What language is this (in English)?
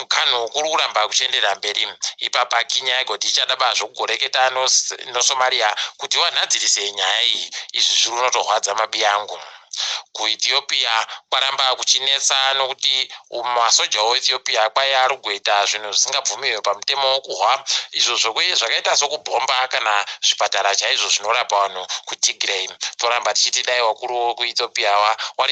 Ndau